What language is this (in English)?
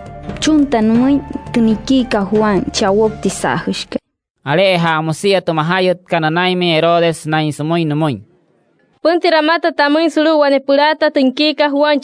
Wayuu